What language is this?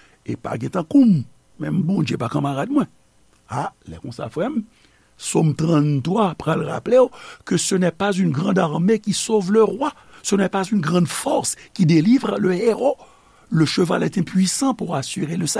Haitian Creole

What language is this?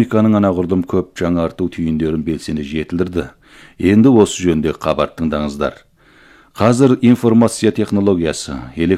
Kazakh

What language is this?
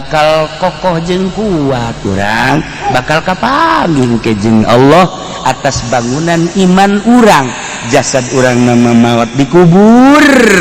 Sundanese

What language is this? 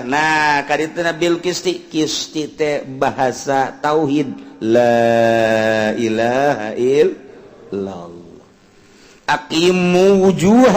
Sundanese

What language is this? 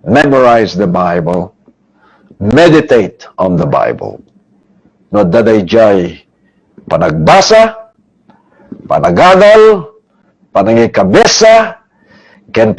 Iloko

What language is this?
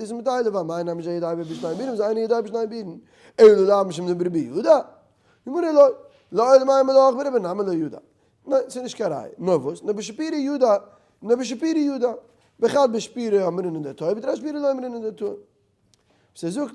Yiddish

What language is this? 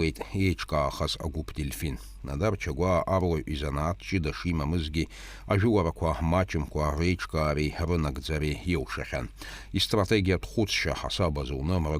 Abkhazian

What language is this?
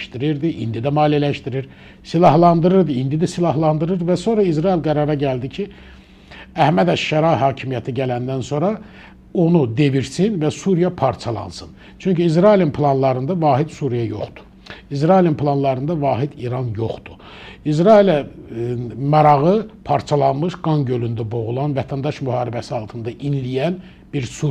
Azerbaijani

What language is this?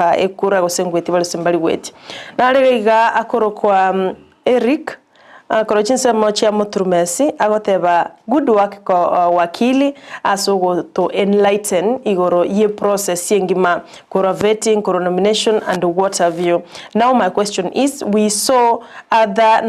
Gusii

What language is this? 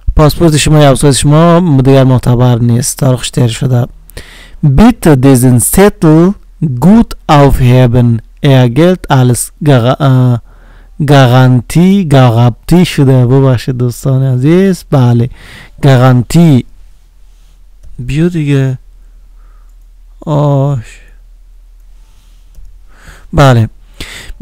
Persian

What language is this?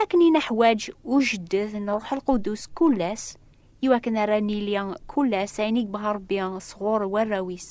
Kabyle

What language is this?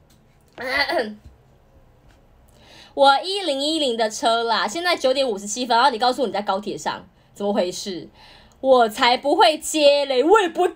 Chinese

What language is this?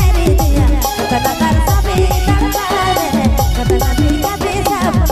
Sadri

